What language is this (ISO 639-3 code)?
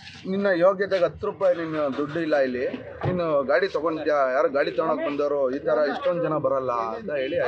kan